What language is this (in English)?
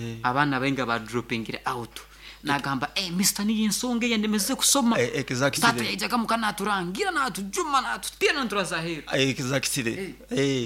Nyoro